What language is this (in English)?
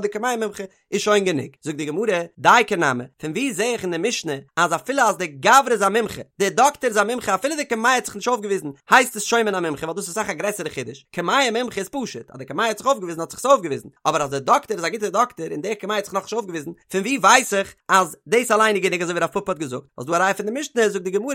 Yiddish